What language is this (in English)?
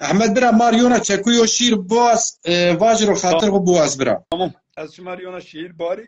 Zaza